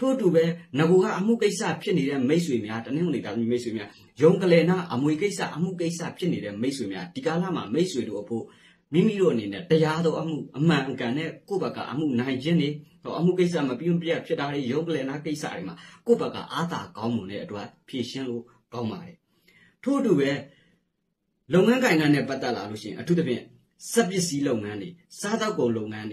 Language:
Burmese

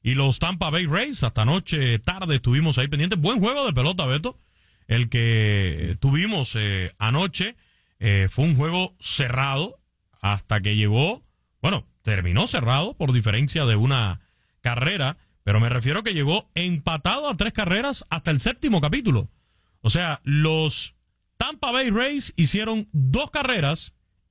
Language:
Spanish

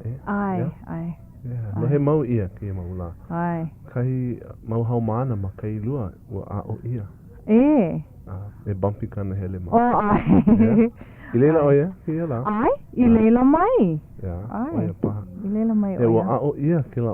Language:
Hawaiian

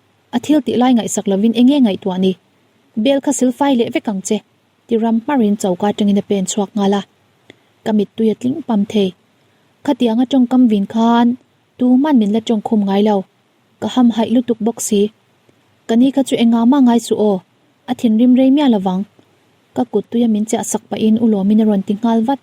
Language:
Mizo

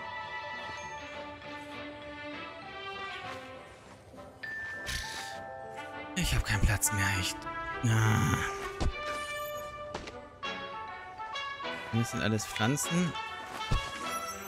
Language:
German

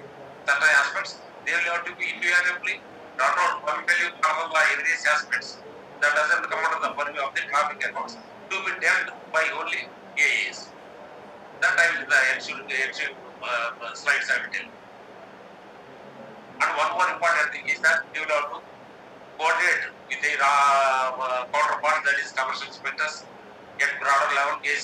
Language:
English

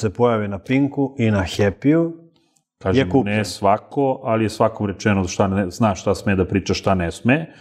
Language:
Serbian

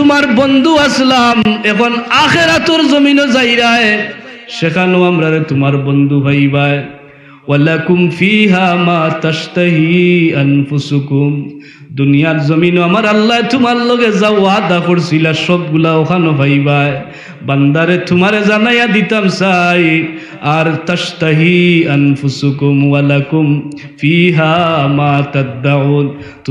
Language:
Sylheti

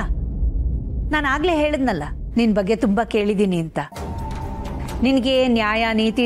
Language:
Kannada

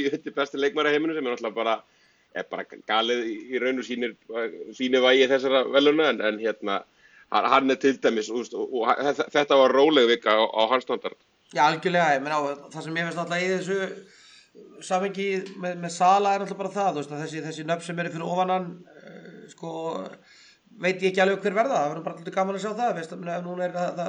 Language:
Icelandic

